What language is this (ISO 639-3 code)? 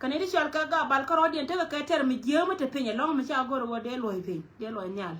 nus